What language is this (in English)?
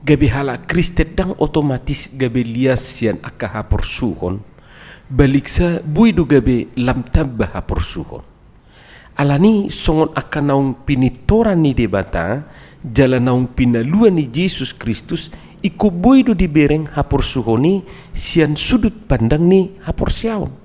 Batak Toba